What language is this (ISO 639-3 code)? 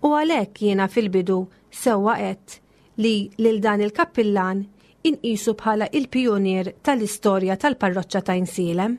mlt